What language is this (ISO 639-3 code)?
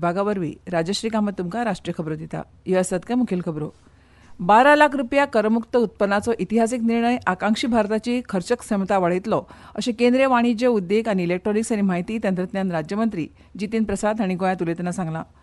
kok